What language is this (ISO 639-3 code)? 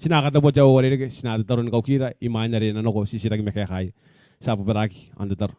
gil